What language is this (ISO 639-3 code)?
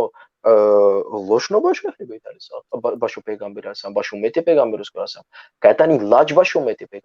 rmn